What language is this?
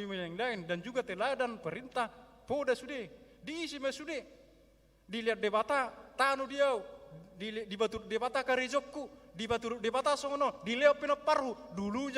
Batak Toba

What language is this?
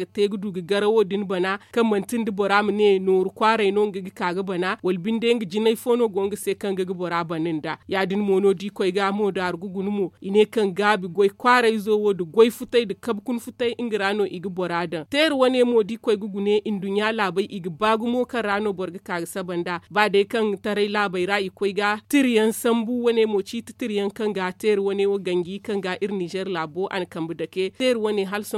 Zarma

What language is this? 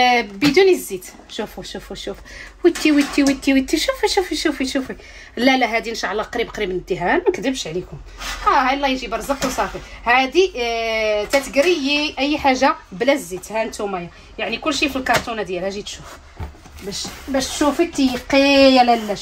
Moroccan Arabic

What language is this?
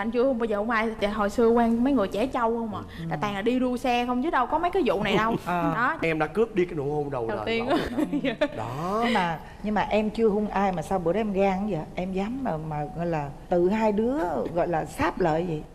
Vietnamese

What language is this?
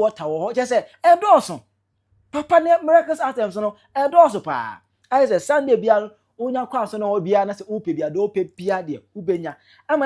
Akan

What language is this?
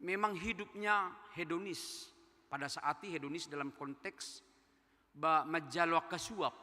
Batak Toba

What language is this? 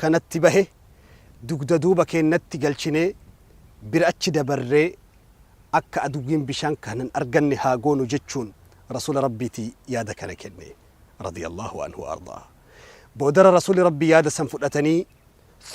Oromo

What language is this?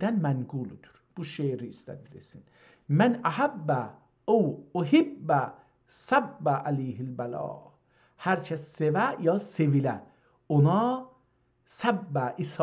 South Azerbaijani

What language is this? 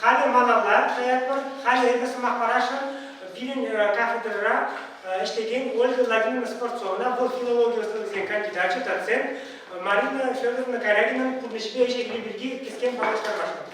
Chuvash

